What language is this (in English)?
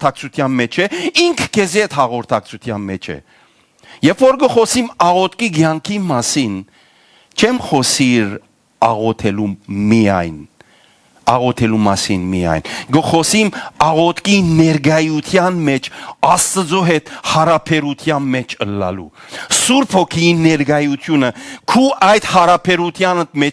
Western Armenian